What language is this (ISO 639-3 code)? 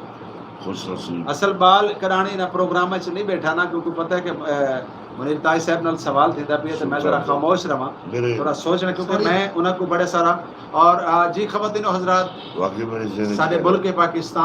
skr